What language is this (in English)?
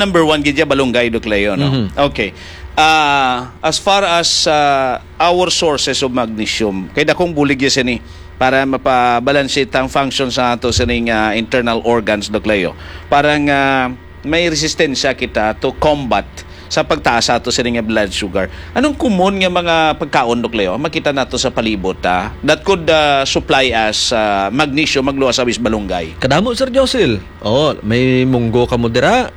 Hiligaynon